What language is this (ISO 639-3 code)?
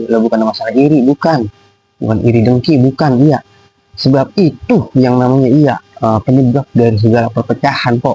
bew